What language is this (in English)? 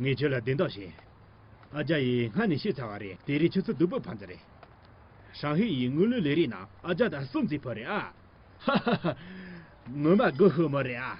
Tibetan